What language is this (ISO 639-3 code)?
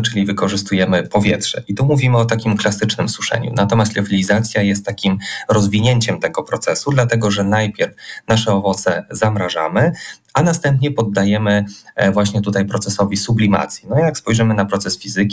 pol